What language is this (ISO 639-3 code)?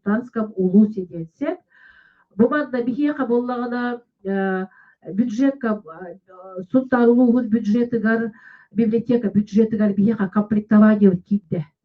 sah